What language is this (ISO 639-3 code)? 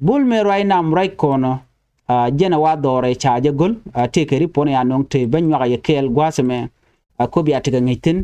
nus